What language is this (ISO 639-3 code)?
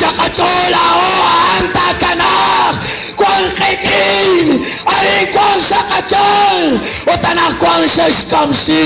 kek